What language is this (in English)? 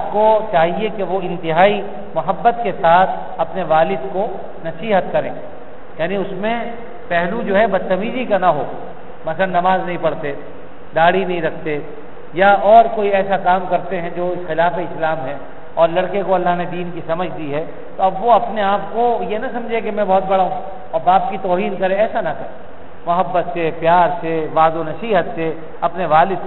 Urdu